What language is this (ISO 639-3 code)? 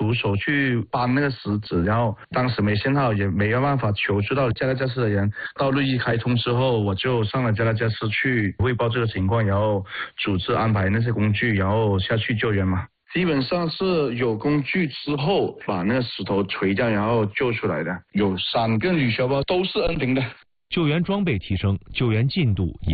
zho